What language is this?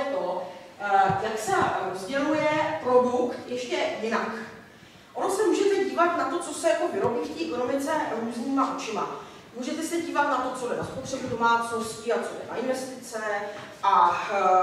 Czech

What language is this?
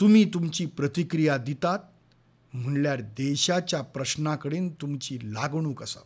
Konkani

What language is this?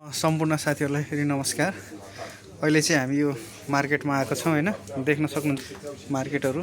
Nepali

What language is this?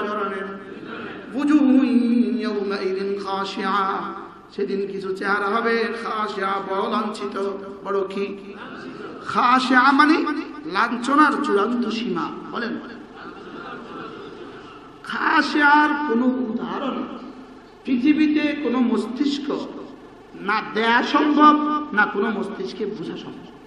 Bangla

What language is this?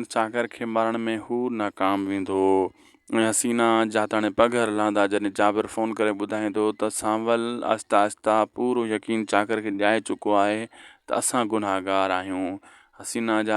Sindhi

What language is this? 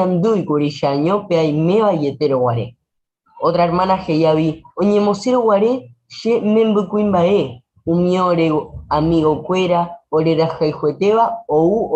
Guarani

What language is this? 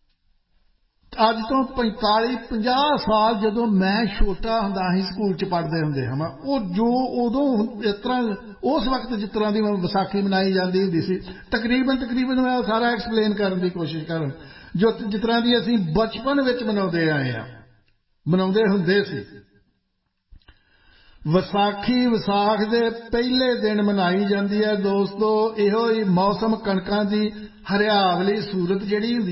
Punjabi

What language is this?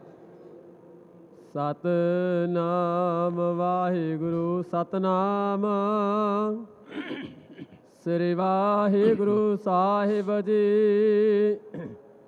Punjabi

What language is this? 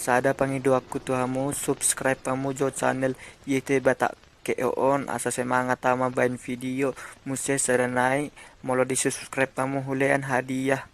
Batak Toba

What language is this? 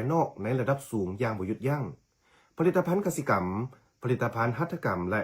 Lao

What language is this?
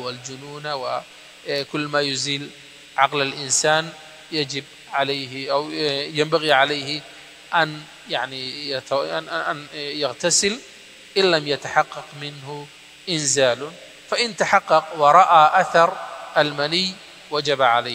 Arabic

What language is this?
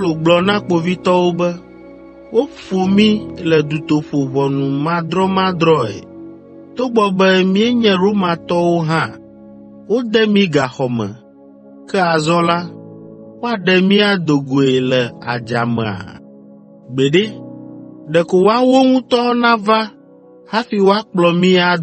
Ewe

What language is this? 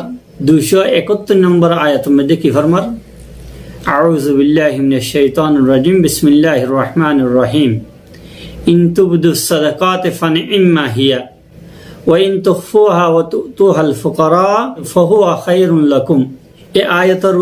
Rohingya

